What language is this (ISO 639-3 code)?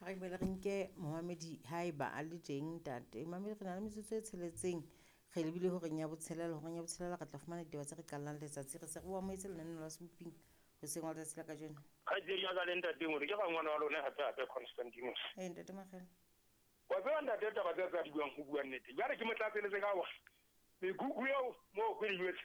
sot